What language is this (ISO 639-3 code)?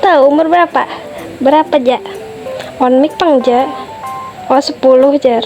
bjn